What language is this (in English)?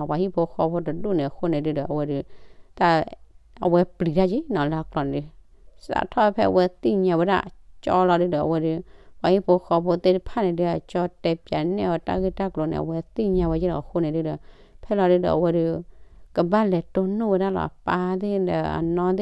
S'gaw Karen